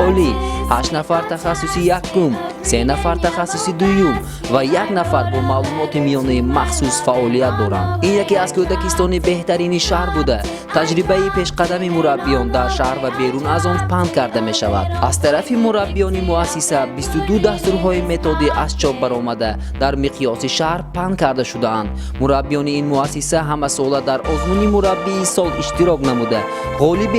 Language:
Tajik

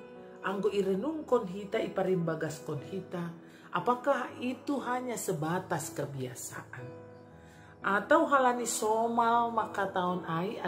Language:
Batak Simalungun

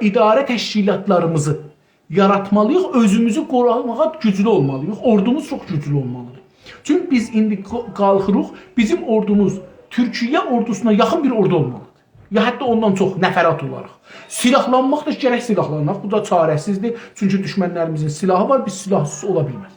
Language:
South Azerbaijani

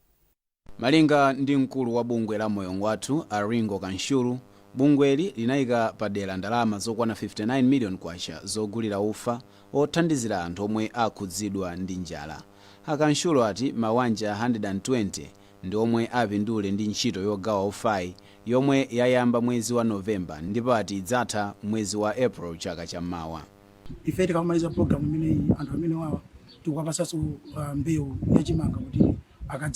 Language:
Nyanja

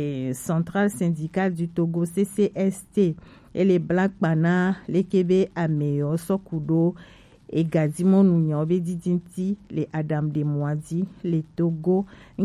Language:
Gen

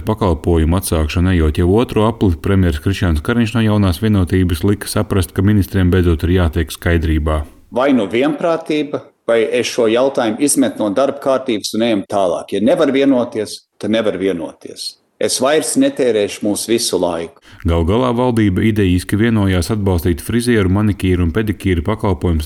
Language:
Latvian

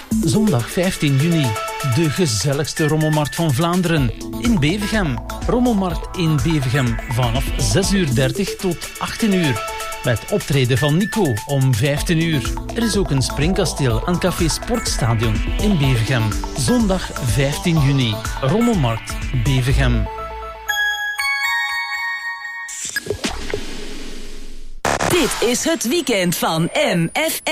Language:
Dutch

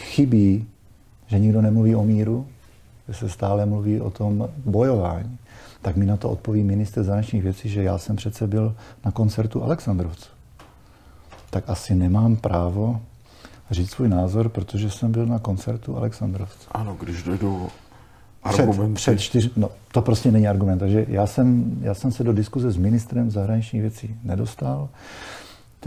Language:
Czech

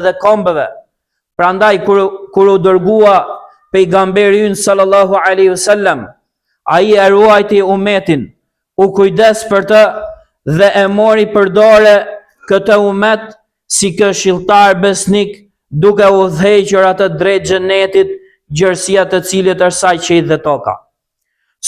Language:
Albanian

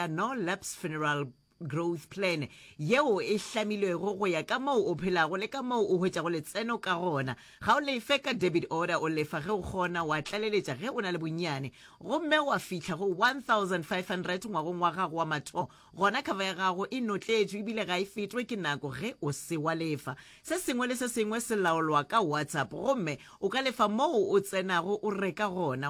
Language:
Northern Sotho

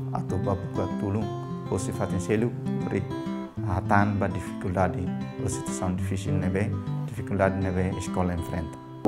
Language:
Tetum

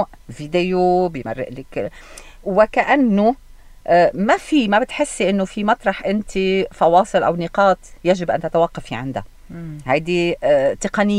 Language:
North Levantine Arabic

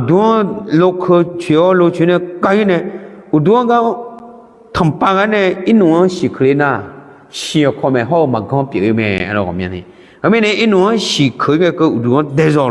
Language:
Akha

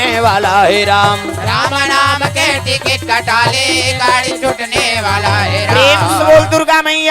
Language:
Chhattisgarhi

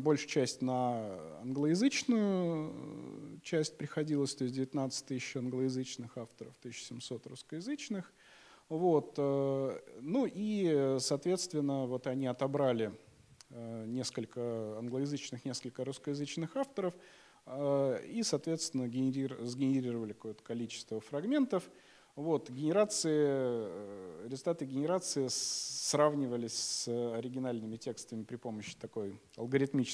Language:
Russian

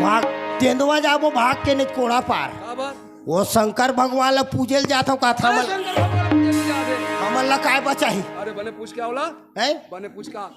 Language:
Chhattisgarhi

